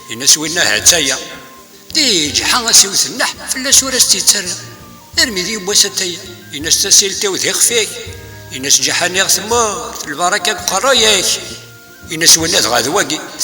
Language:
Kabyle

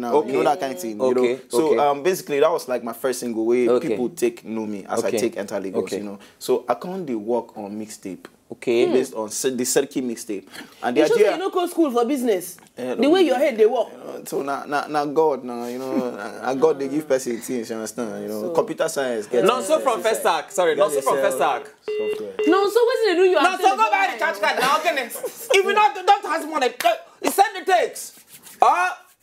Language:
Nigerian Pidgin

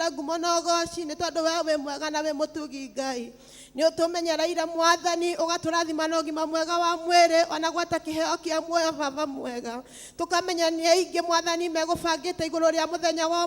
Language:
Kikuyu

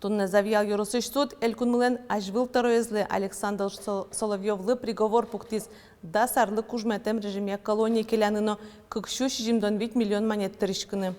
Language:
Udmurt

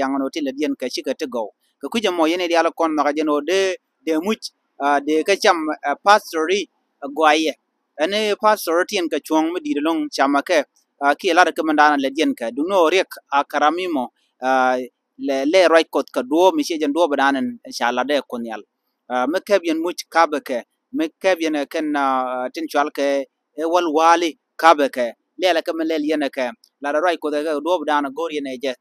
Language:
Nuer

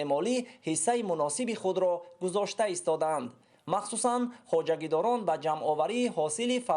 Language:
Tajik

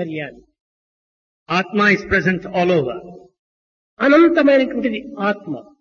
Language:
Telugu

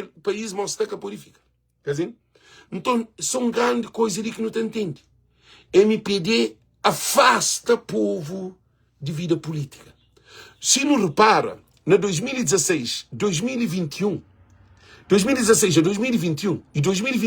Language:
Kabuverdianu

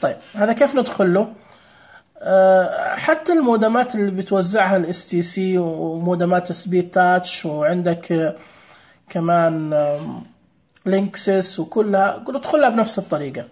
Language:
Najdi Arabic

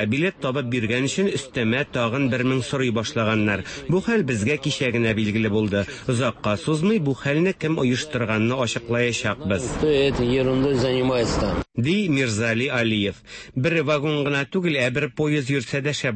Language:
Tatar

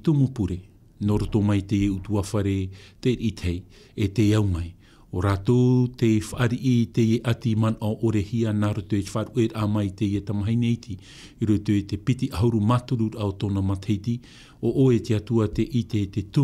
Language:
Tahitian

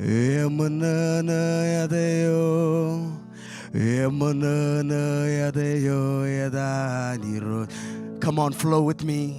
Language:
Marshallese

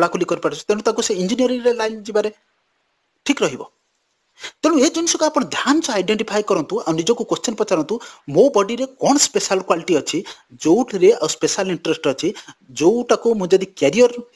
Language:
Odia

